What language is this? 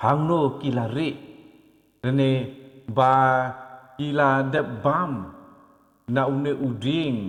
Khasi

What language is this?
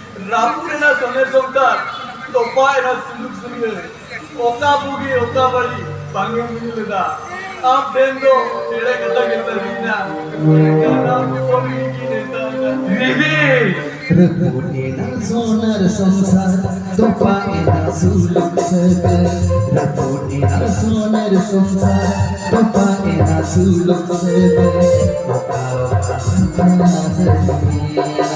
Santali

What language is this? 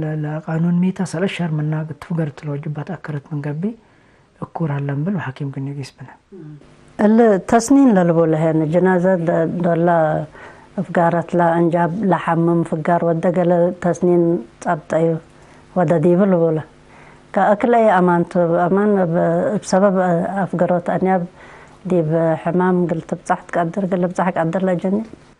Tigre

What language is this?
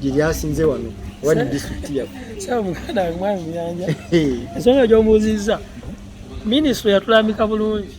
Ganda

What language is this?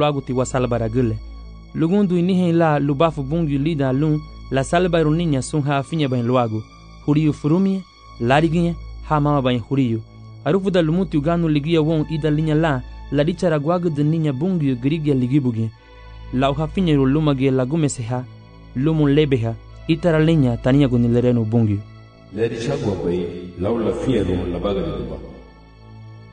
Garifuna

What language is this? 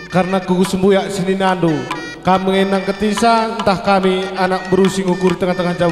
Batak Karo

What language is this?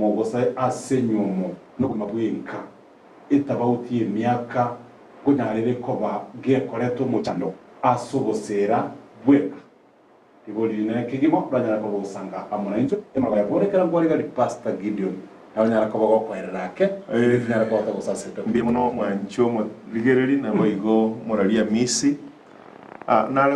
Gusii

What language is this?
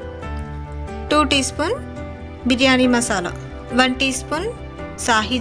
Telugu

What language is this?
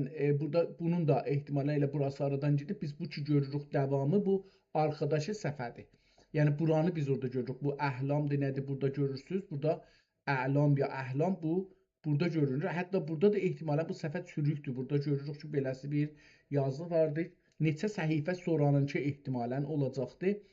South Azerbaijani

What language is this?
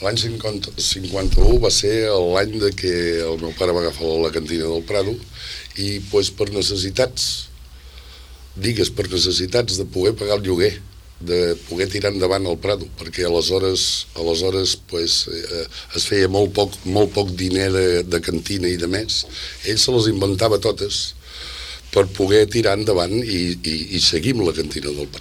Catalan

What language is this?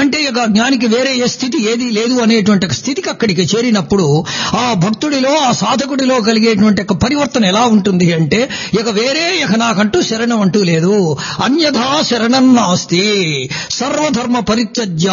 Telugu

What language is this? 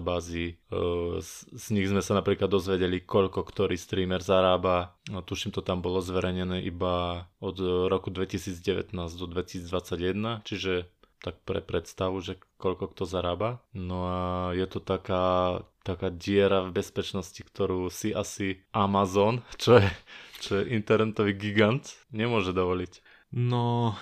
Slovak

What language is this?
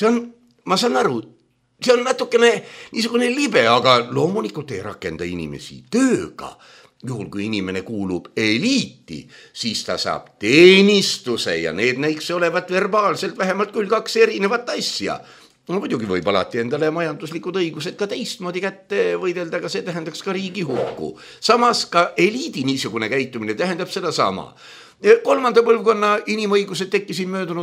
Estonian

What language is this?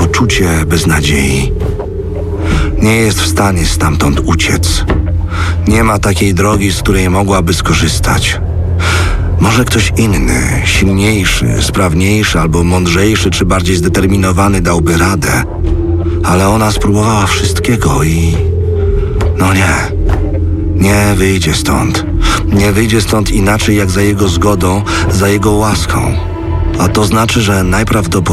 Polish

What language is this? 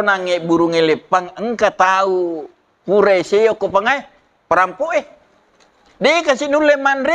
Buginese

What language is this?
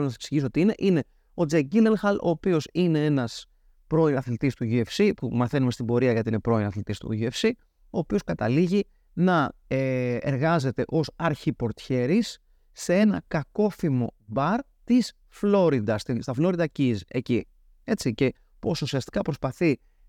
Greek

